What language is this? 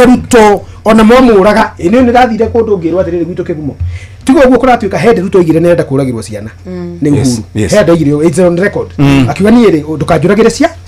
Kikuyu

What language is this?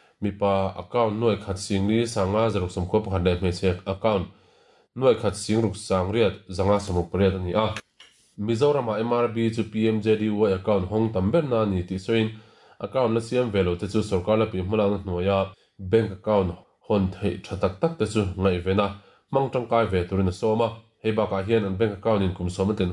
Mizo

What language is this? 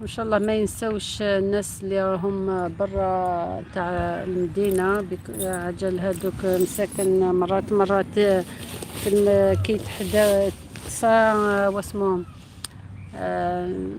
Algerian Arabic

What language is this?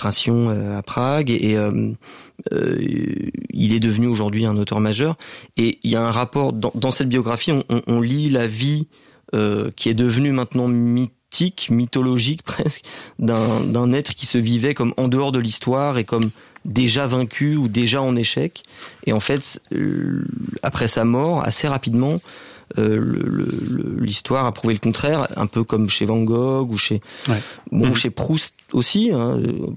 French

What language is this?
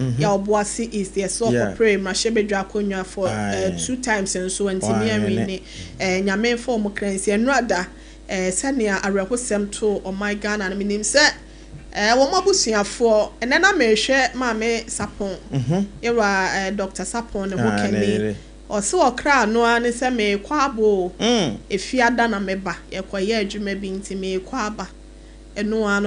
Akan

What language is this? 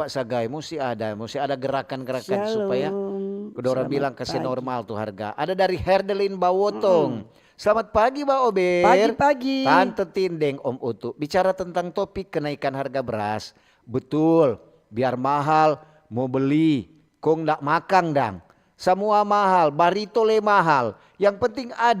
Manado Malay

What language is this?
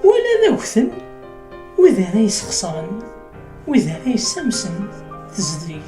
Kabyle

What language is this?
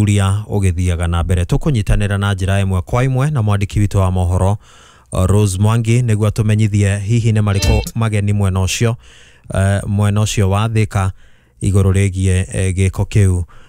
Kikuyu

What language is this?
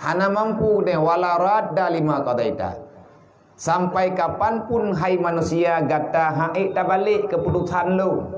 Achinese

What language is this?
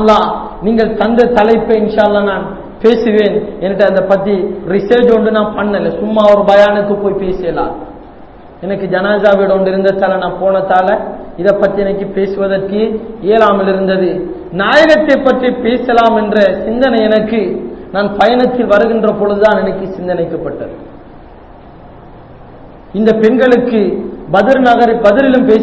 Tamil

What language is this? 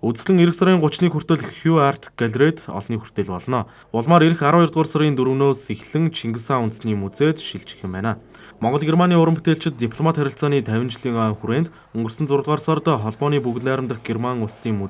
Mongolian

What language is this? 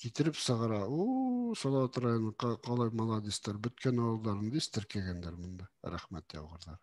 Bashkir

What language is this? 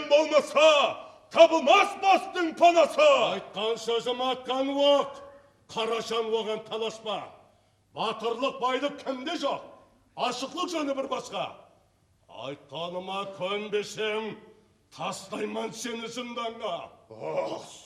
Kara-Kalpak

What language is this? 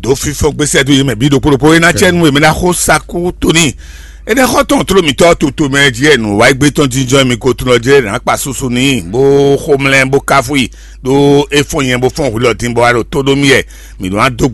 Fon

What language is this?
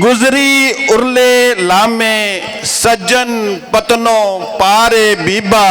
Western Panjabi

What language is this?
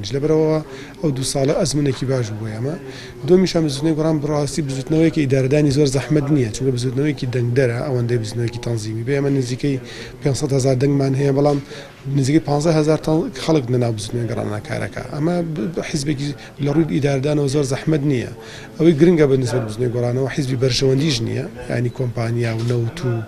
Central Kurdish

